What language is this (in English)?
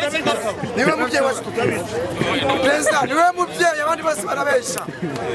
Kinyarwanda